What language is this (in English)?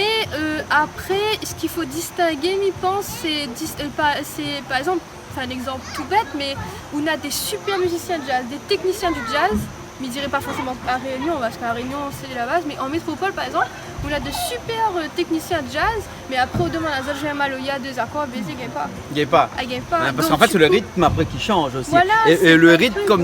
Réunion Creole French